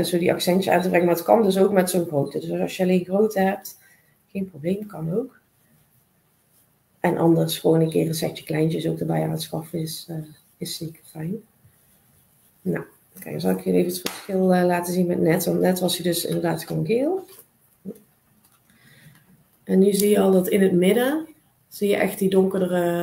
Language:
Dutch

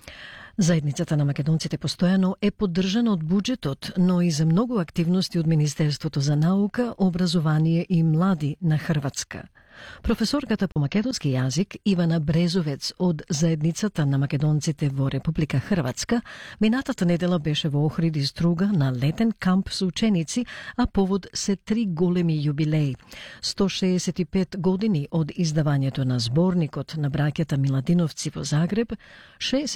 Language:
Macedonian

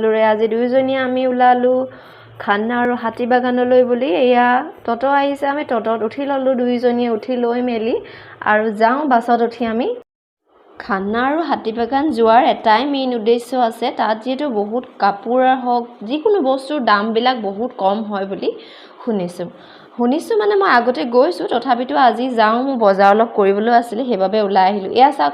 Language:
Assamese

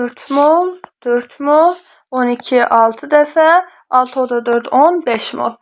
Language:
Azerbaijani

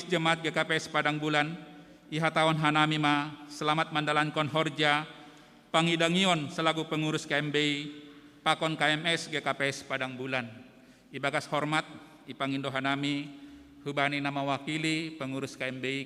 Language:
Batak Simalungun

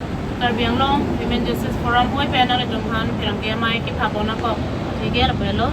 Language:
Karbi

